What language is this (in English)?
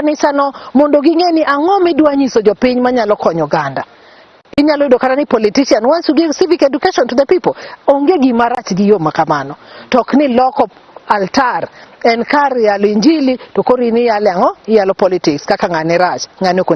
Luo (Kenya and Tanzania)